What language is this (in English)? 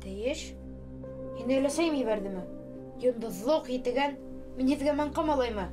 Bashkir